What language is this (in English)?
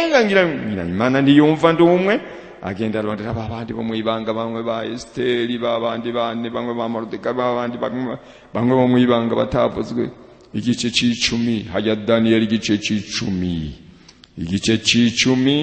Rundi